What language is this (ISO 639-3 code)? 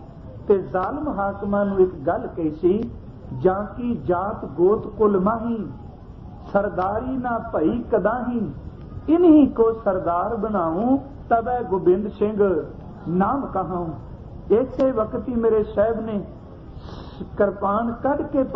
pan